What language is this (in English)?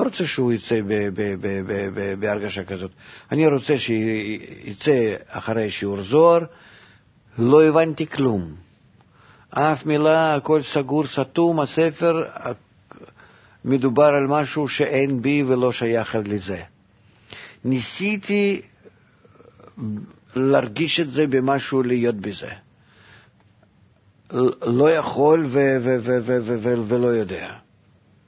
Hebrew